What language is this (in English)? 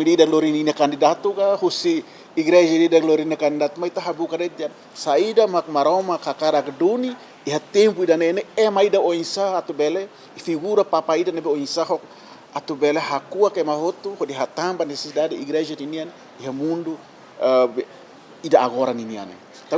Tetum